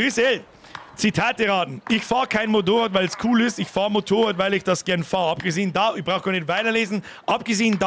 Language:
Bavarian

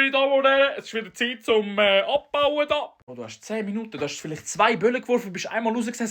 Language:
Swiss German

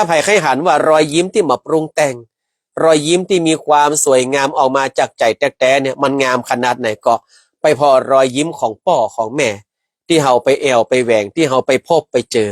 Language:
Northern Thai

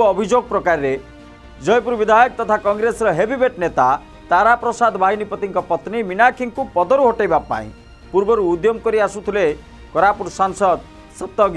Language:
Odia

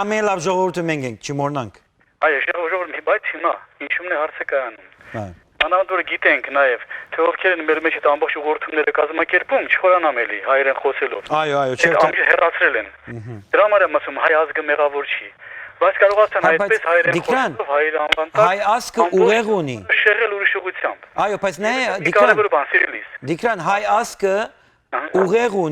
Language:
Western Armenian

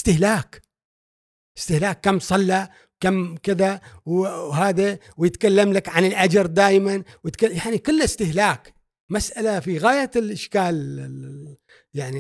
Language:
Gulf Arabic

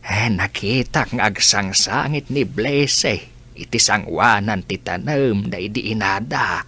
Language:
Iloko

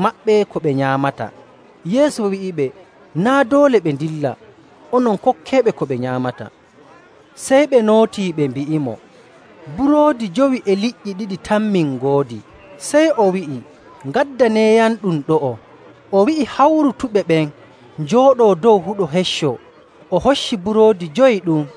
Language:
Nigerian Fulfulde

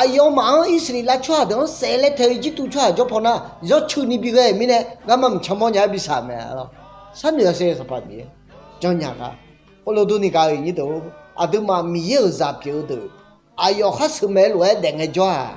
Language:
Akha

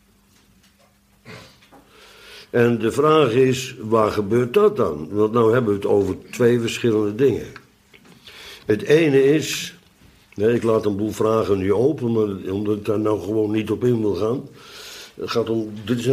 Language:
Dutch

